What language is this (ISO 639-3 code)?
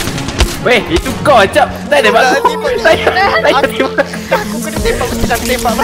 msa